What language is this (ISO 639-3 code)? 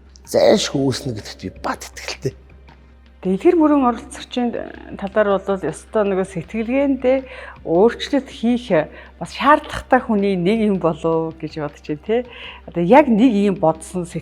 mon